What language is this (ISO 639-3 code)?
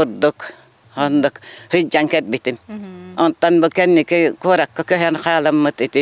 sah